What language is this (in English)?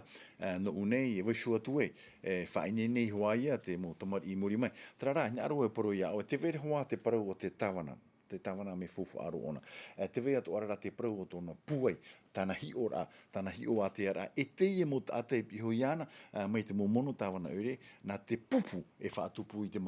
Tahitian